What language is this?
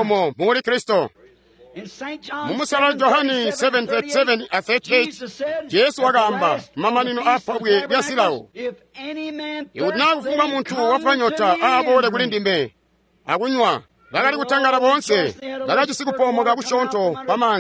Tonga (Zambia)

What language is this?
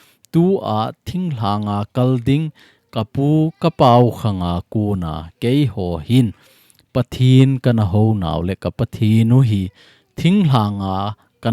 Thado Chin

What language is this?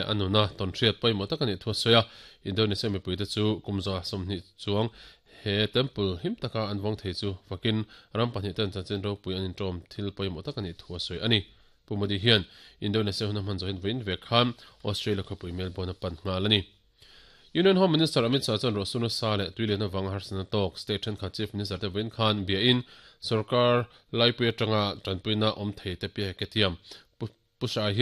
Mizo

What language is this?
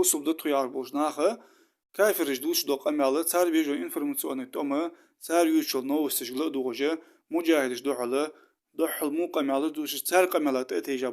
Ingush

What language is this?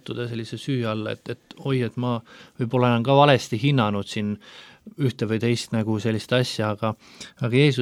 Estonian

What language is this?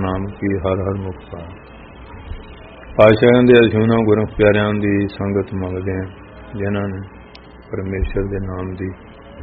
Punjabi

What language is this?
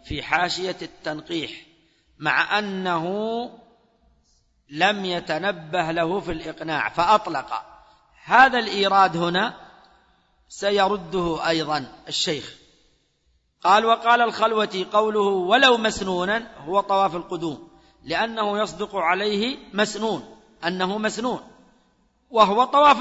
Arabic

